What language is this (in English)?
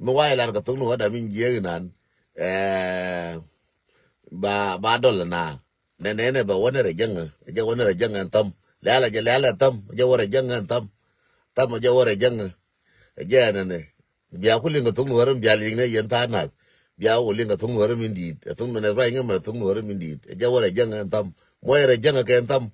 Nuer